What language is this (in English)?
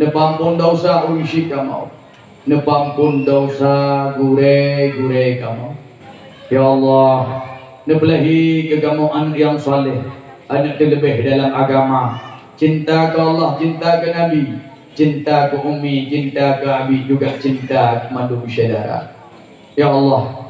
Achinese